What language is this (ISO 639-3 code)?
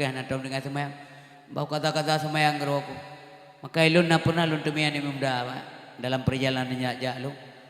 ace